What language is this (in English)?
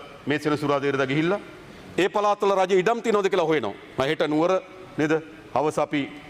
Sinhala